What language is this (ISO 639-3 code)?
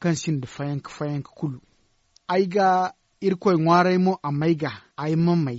dje